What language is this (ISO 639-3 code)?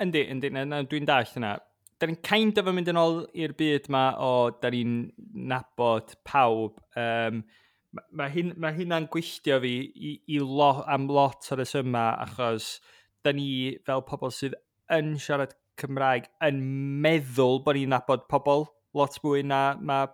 cym